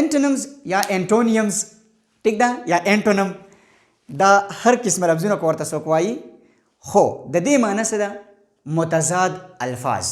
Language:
Pashto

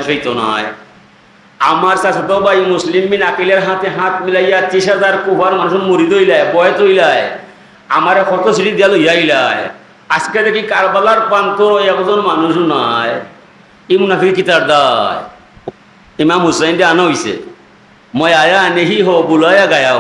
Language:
Sylheti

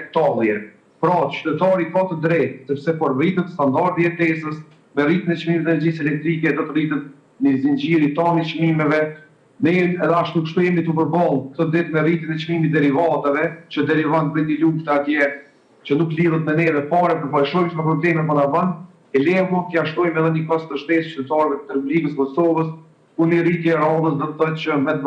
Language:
Albanian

